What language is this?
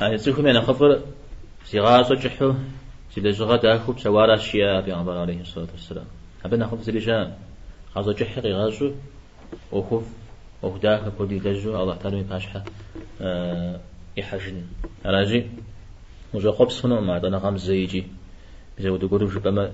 Kabardian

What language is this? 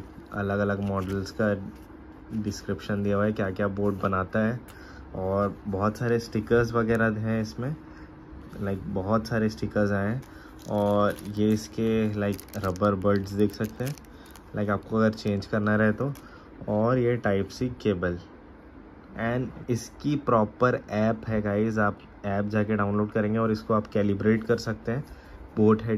Hindi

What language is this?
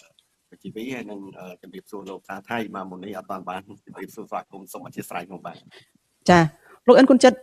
Khmer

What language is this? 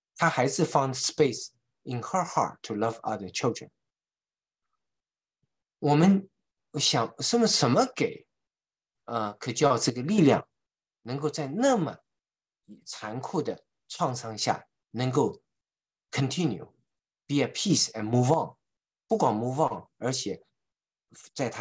Chinese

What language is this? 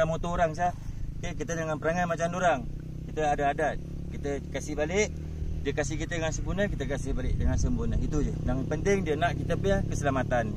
Malay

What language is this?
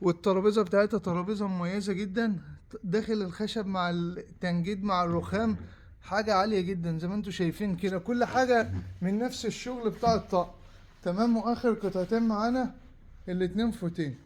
Egyptian Arabic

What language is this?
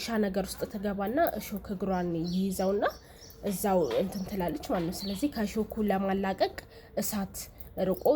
Amharic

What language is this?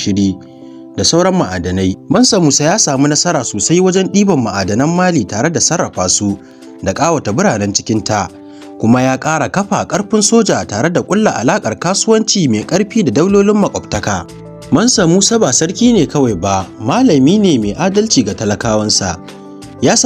Hausa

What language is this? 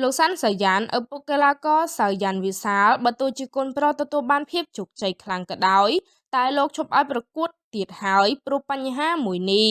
Khmer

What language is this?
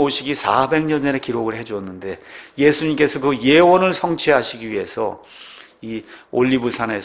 Korean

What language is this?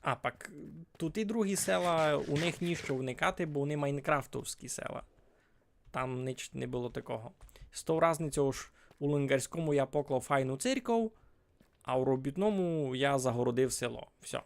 Rusyn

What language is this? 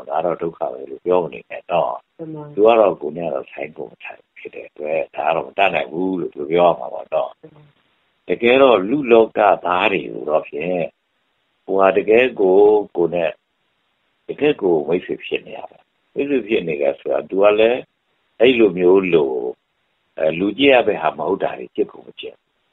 Burmese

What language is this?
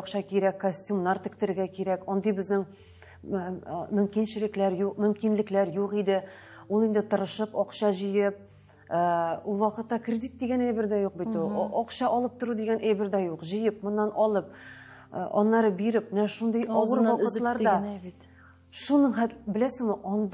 Tatar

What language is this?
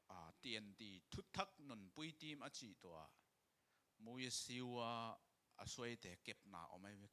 Tedim Chin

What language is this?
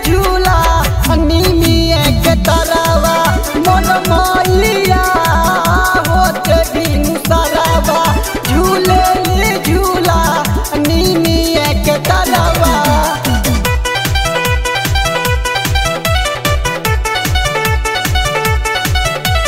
Bhojpuri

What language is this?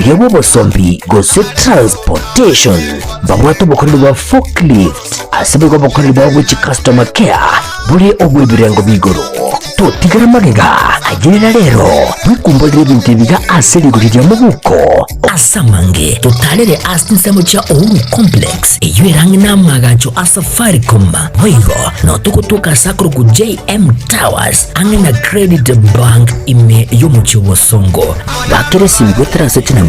Gusii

